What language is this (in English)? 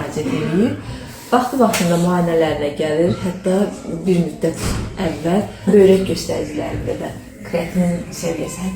Azerbaijani